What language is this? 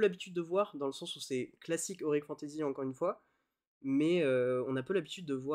French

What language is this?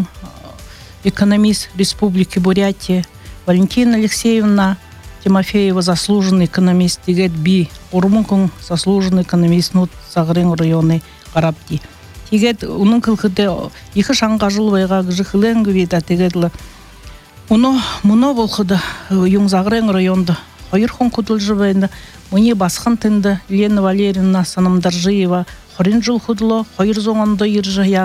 Buriat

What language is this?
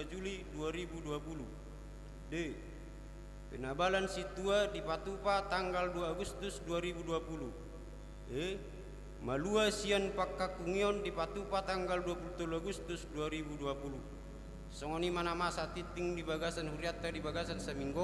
Batak Toba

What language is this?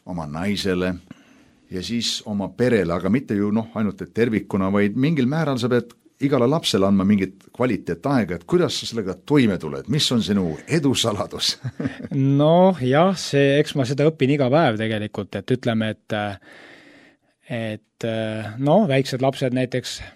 Estonian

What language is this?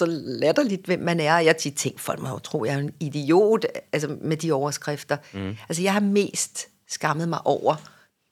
Danish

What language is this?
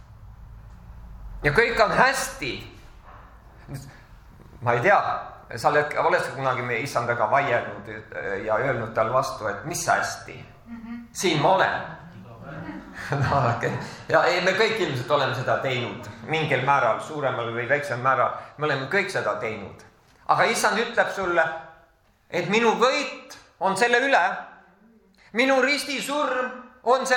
Estonian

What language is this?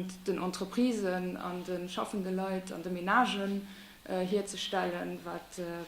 Luxembourgish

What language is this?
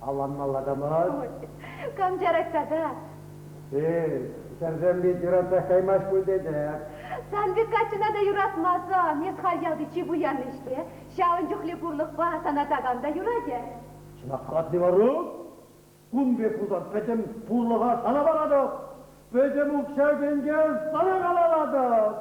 Chuvash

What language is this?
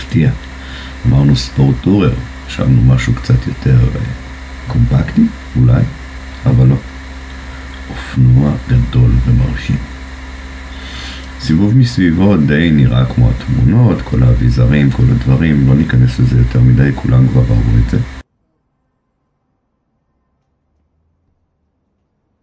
Hebrew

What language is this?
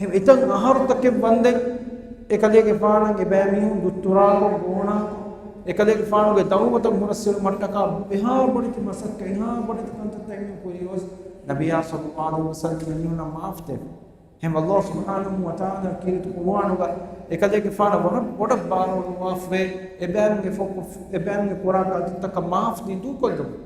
Divehi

